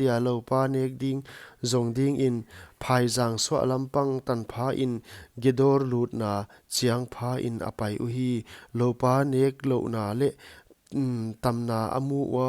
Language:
Paite Chin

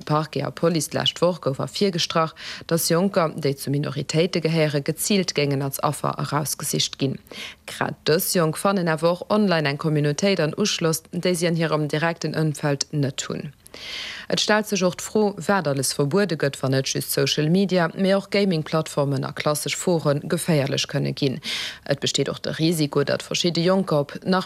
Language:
Luxembourgish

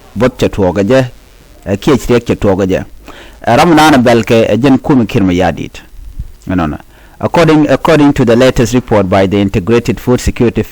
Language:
Nuer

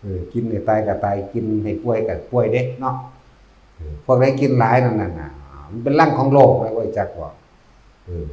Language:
Northeastern Thai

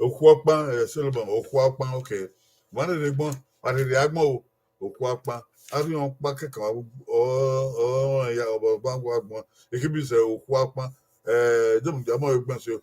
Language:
Bini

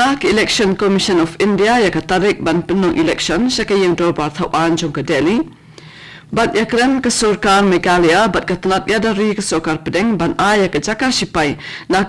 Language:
Khasi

